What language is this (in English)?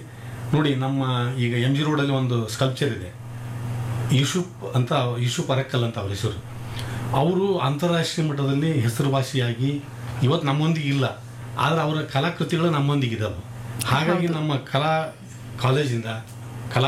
Kannada